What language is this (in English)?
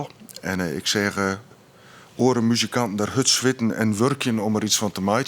Western Frisian